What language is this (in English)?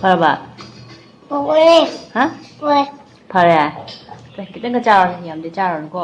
Manipuri